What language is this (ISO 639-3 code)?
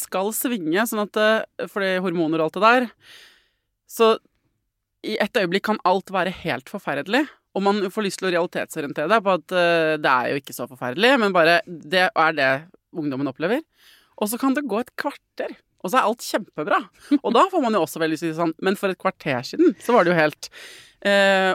nor